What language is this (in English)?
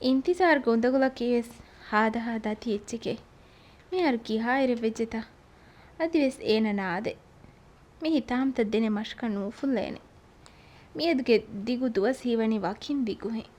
Divehi